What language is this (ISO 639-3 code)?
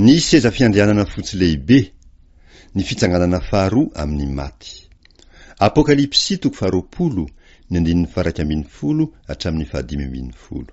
mlg